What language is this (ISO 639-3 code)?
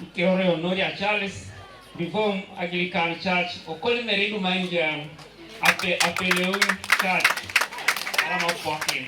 teo